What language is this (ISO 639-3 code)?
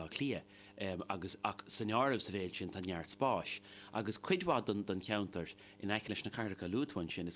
gle